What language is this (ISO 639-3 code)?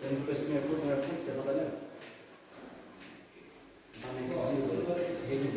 ron